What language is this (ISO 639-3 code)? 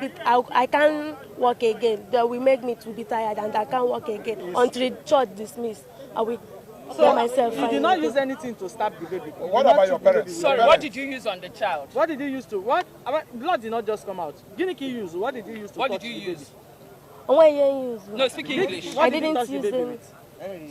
pcm